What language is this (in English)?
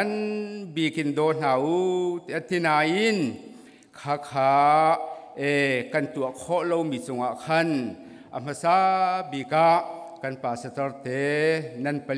Hakha Chin